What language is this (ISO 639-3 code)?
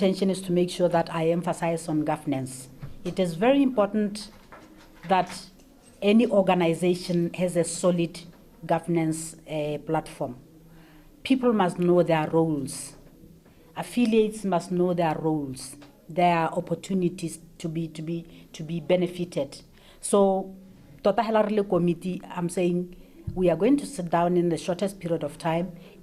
tsn